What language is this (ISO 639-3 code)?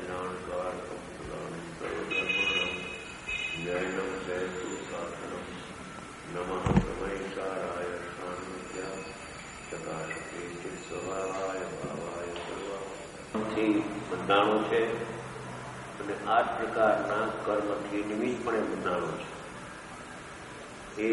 guj